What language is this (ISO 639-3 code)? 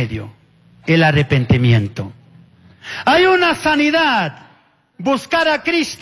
qug